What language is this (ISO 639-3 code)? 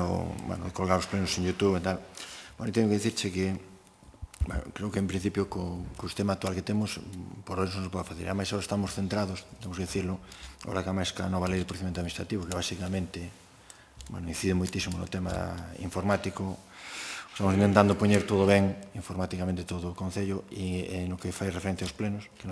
glg